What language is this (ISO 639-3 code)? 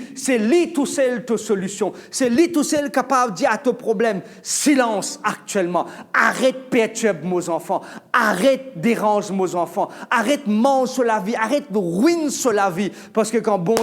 mfe